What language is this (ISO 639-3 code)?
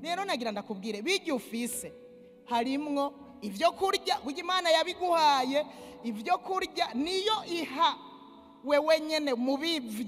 run